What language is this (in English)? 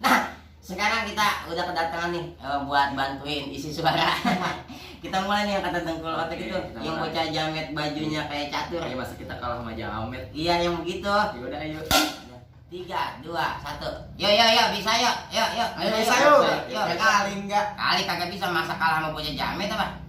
Betawi